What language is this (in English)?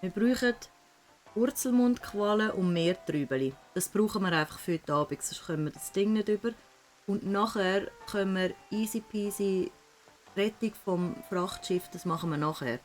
Swiss German